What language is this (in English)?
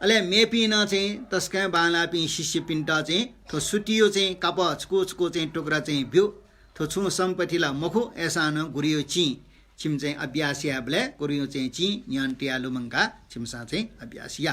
Newari